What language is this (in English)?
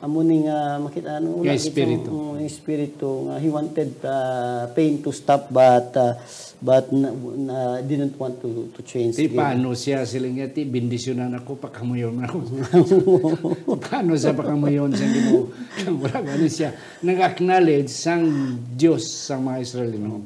Hiligaynon